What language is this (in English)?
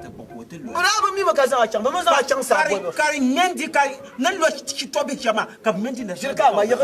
Dagbani